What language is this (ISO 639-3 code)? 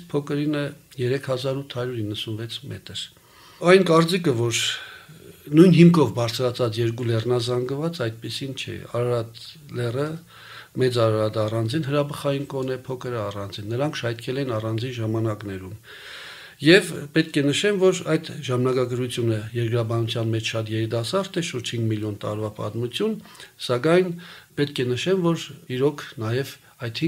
hye